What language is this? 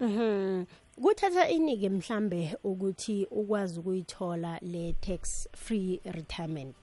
South Ndebele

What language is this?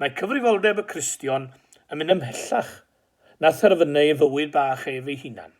Welsh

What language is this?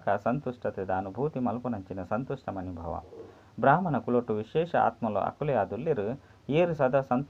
Tulu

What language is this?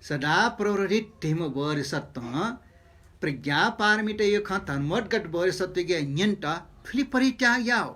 Newari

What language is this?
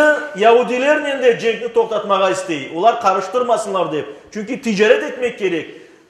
Crimean Tatar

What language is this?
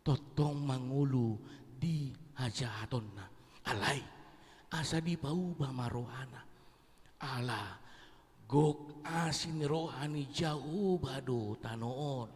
Batak Toba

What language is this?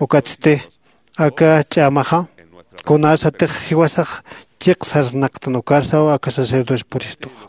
Aymara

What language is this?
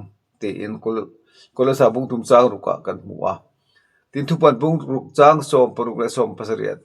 Mizo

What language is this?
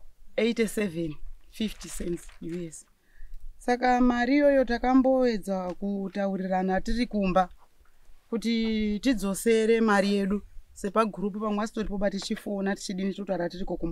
Shona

